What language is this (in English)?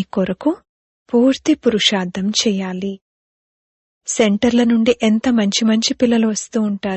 Telugu